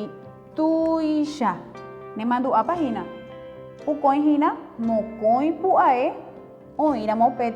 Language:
Guarani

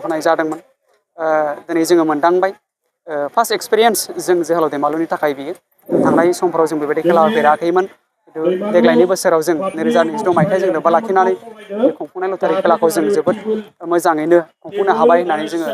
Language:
Bodo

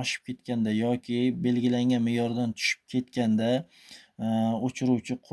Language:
Uzbek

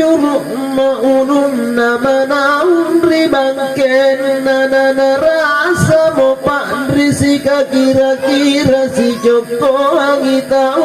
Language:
Makasar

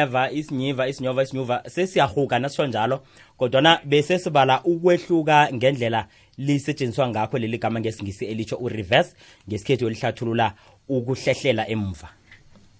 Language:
South Ndebele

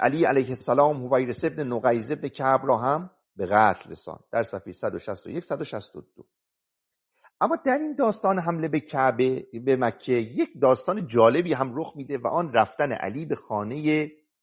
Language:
Persian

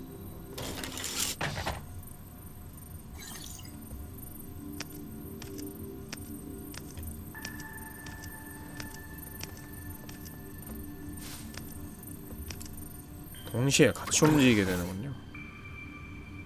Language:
Korean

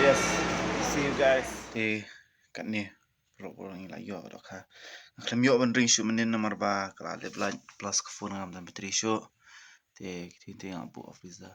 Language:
Khasi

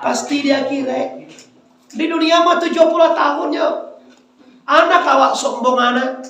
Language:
Minangkabau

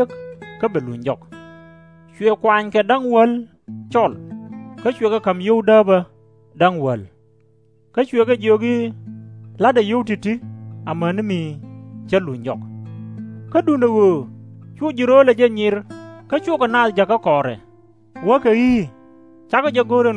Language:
Nuer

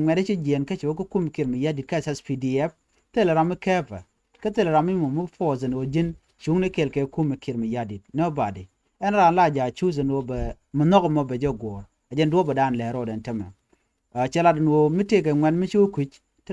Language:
Nuer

